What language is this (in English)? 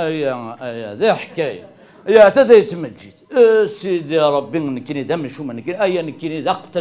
Kabyle